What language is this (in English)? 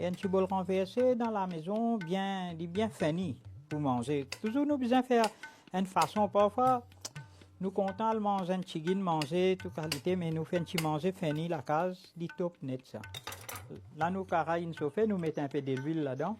Morisyen